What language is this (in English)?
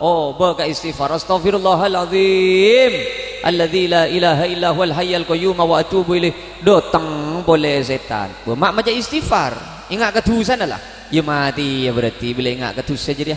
Madurese